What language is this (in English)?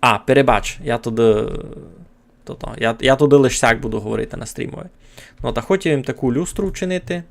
Rusyn